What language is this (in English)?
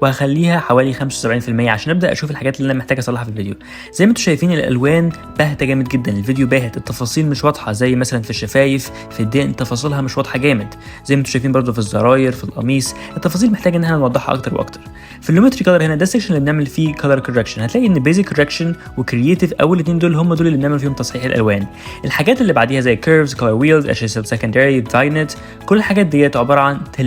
Egyptian Arabic